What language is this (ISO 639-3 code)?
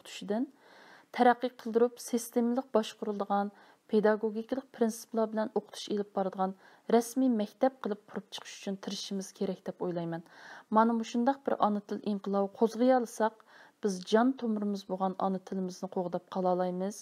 uig